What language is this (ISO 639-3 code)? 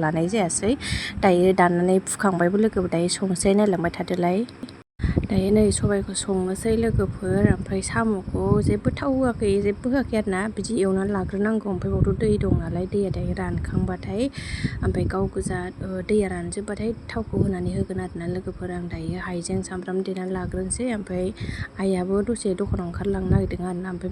brx